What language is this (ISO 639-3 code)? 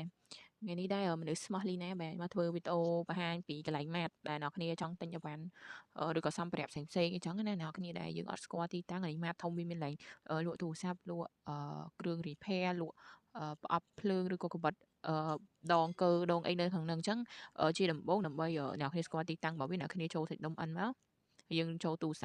khm